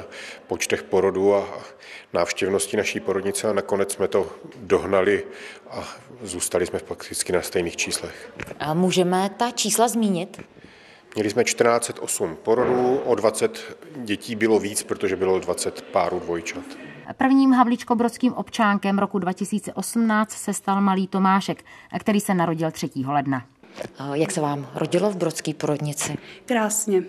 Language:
Czech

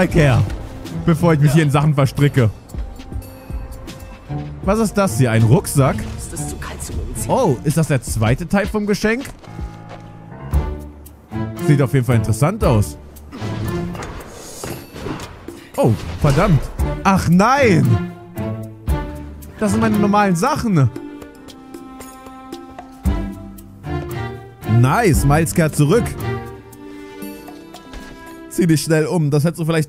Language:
German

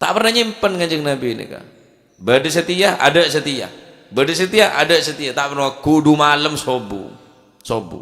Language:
Madurese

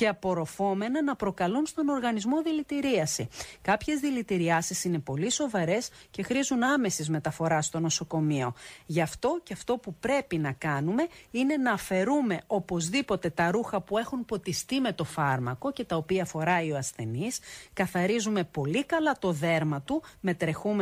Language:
Greek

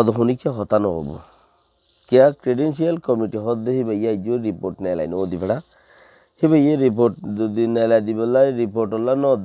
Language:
Rohingya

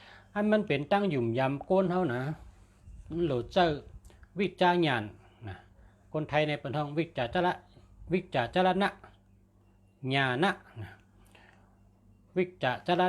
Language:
Shan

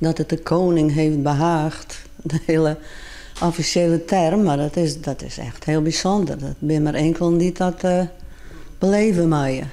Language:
Western Frisian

